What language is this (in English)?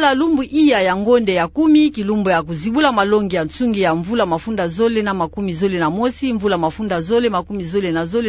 Kituba (Democratic Republic of Congo)